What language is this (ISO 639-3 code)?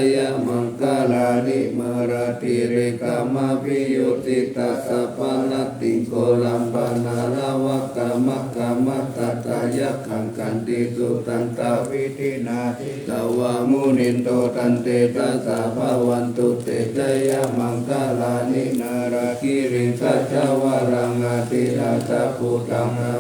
pli